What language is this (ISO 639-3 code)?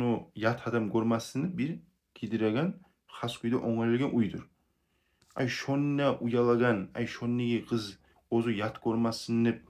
kum